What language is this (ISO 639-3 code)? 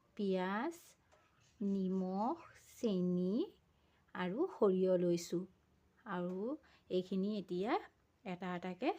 asm